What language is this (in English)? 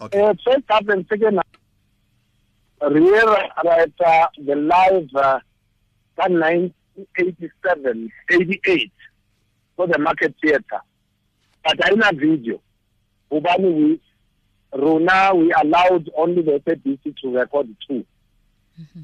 Tswana